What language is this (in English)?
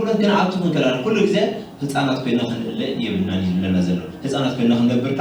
Tigrinya